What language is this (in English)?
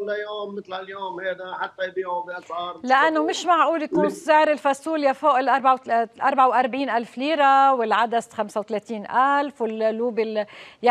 North Levantine Arabic